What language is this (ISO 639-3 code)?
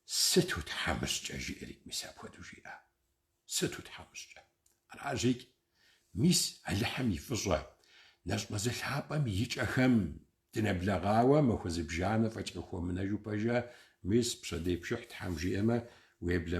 kbd